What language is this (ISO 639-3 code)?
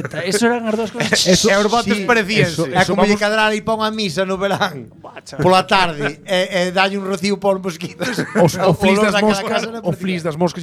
glg